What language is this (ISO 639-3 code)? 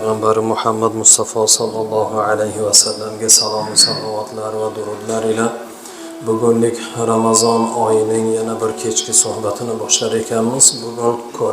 uzb